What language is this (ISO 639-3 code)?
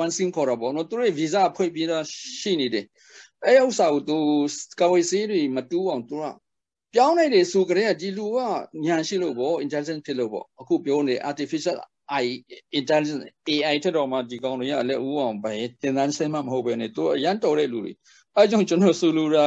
mya